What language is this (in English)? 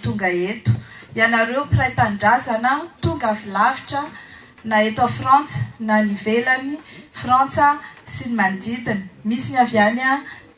Malagasy